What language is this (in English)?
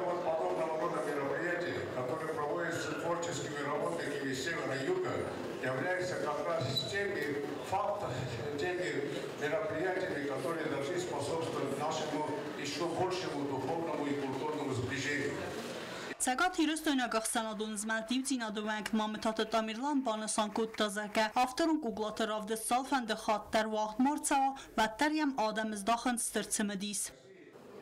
Ossetic